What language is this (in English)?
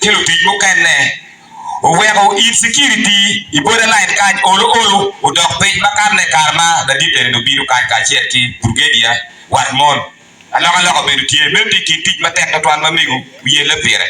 Acoli